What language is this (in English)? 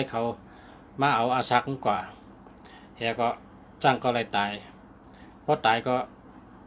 Shan